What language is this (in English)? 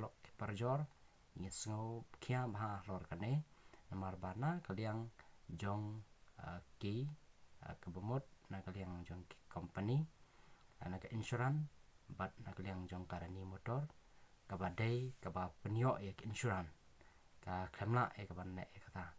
Khasi